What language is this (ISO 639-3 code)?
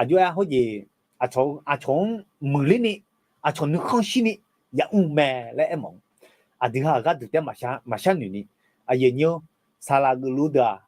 ahk